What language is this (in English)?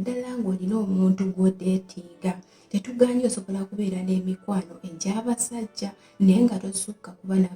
Ganda